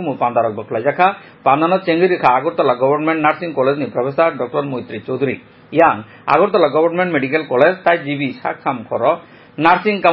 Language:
Kok Borok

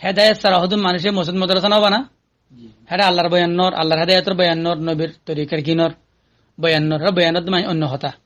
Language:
Rohingya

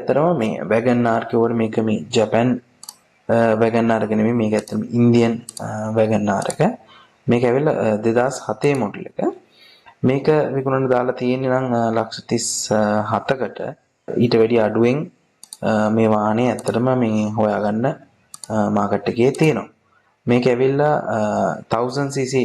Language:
Sinhala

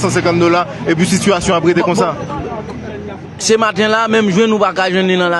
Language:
Haitian Creole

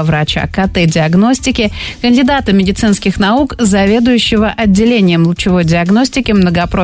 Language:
Russian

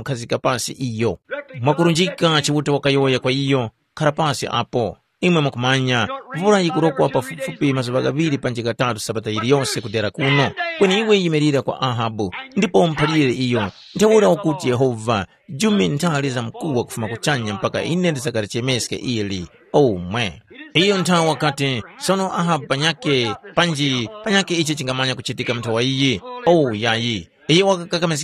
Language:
Tumbuka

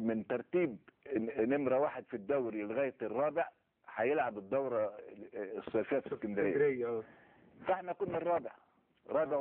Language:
Egyptian Arabic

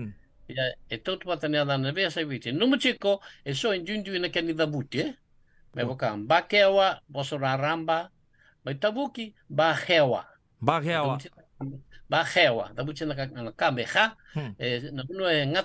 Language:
Fijian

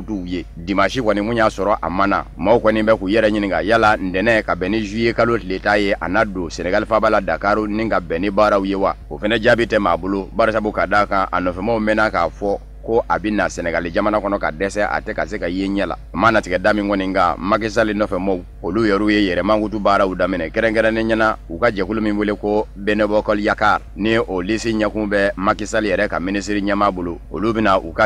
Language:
Bambara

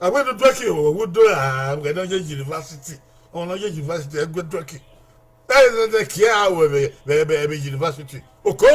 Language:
Bini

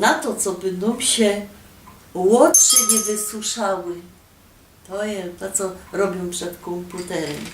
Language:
Silesian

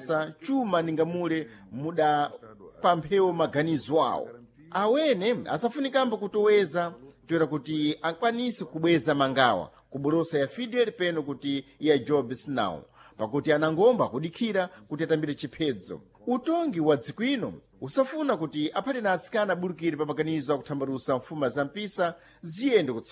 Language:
Sena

